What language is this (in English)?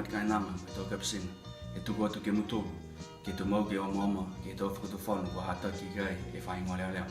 Niuean